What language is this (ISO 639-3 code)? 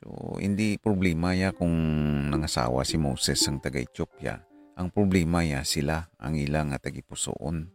hil